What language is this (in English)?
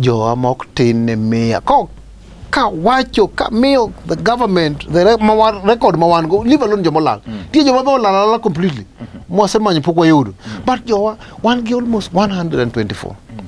Luo (Kenya and Tanzania)